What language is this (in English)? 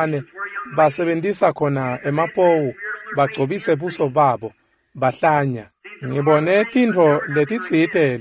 Swati